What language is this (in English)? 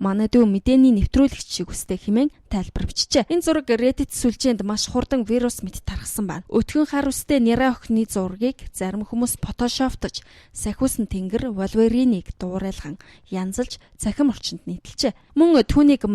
Mongolian